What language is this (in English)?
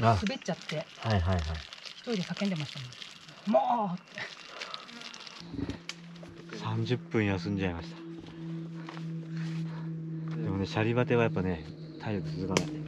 Japanese